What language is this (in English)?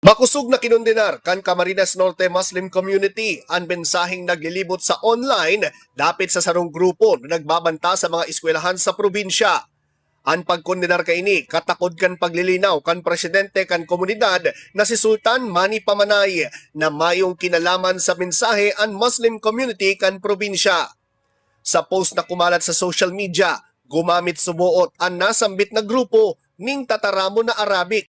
Bikol